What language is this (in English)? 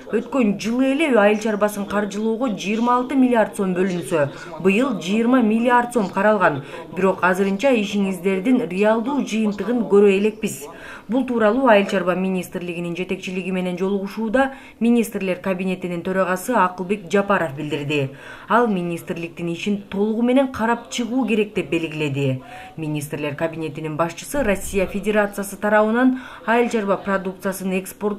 Kyrgyz